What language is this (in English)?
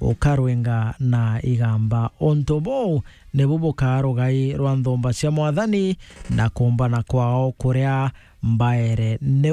Meru